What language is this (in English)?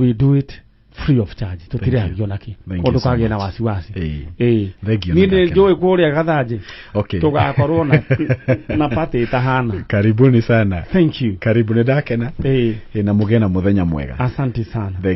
Kikuyu